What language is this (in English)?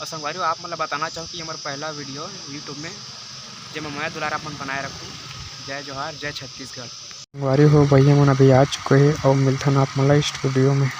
Chhattisgarhi